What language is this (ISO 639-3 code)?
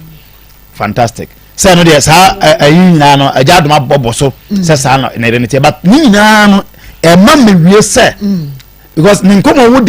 aka